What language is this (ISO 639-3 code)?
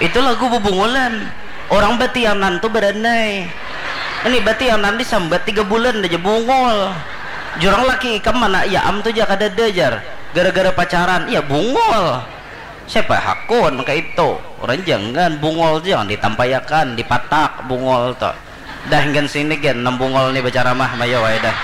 bjn